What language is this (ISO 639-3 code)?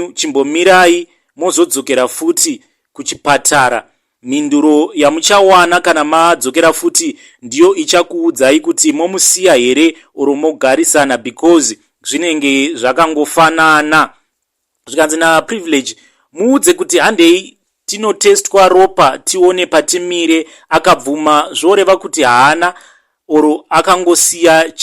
sna